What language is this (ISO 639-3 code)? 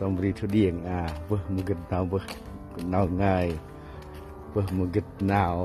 cmo